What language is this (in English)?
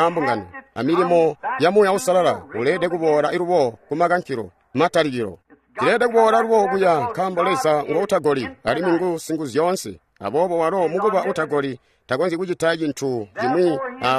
Tonga (Zambia)